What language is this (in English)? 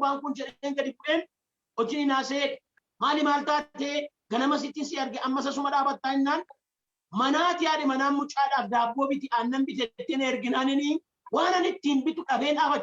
Oromo